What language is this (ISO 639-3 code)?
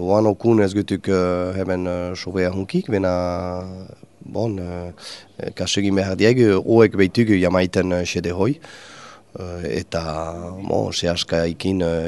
eus